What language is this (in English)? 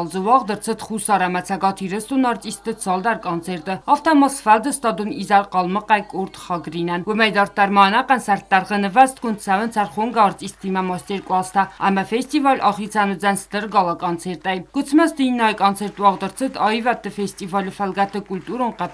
Ossetic